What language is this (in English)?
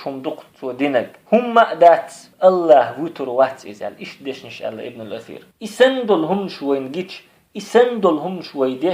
Chechen